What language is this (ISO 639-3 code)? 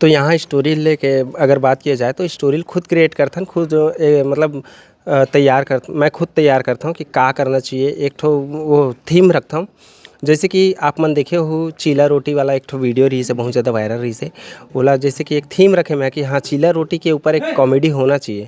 hne